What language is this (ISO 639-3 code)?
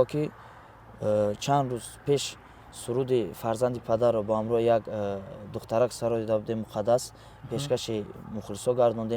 tgk